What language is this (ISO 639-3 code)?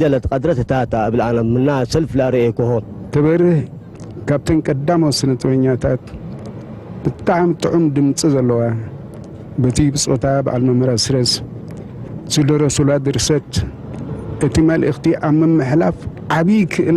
tir